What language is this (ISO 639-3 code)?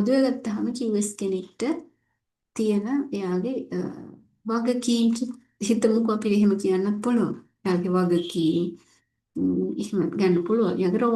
sin